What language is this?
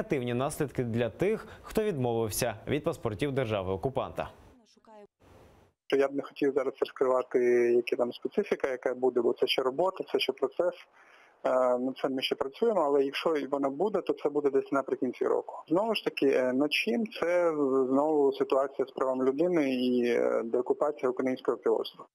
Ukrainian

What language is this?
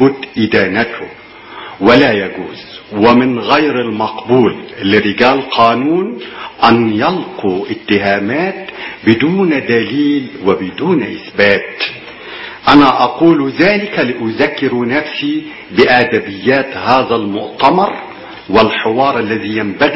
Arabic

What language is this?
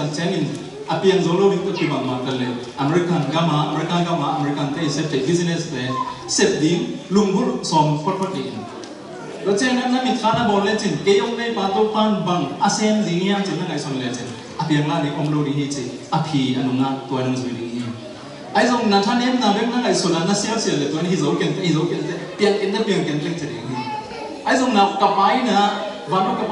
Tedim Chin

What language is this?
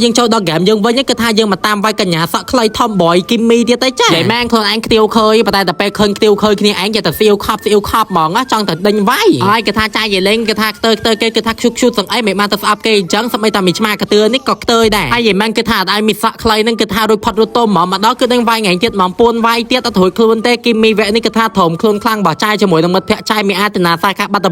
Khmer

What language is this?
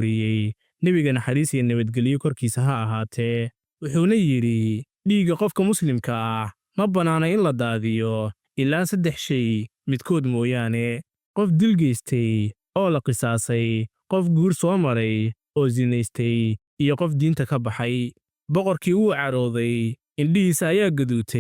Somali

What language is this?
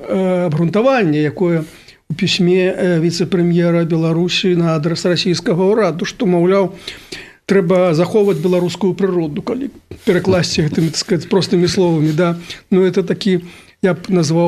Belarusian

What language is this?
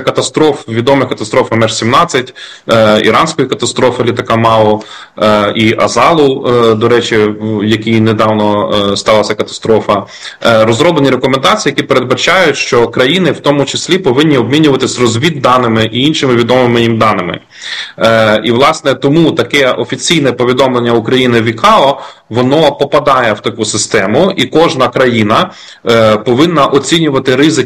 Ukrainian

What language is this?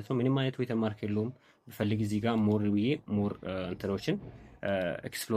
Amharic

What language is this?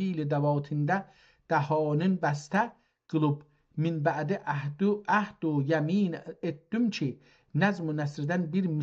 South Azerbaijani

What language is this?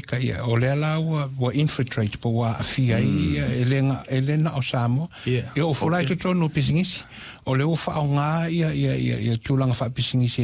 Samoan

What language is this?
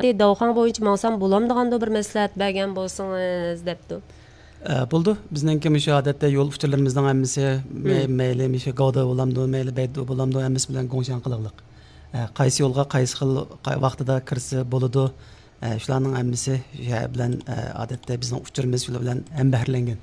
Uyghur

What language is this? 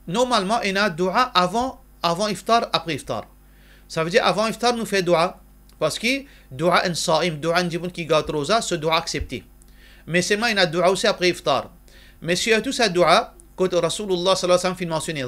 Morisyen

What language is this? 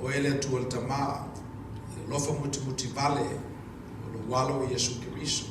Samoan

